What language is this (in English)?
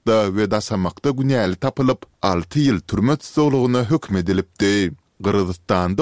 Turkmen